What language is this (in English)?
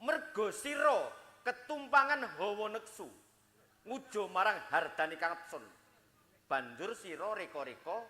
Javanese